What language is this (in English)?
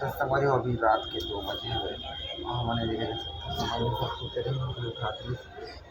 Chhattisgarhi